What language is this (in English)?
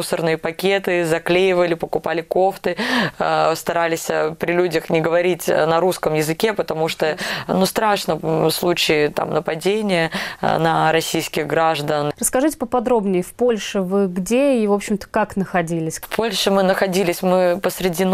Russian